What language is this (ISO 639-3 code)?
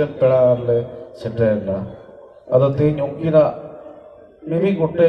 sat